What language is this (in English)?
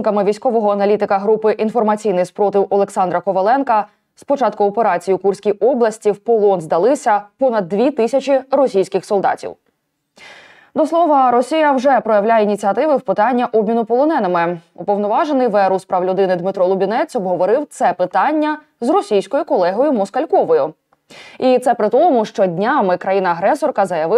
Ukrainian